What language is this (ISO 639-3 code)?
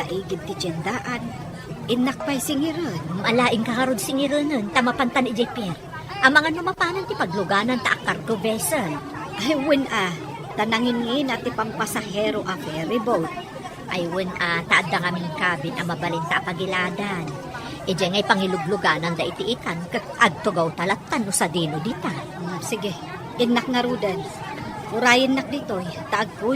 ilo